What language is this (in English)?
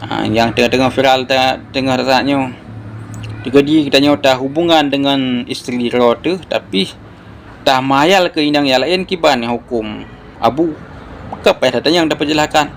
Achinese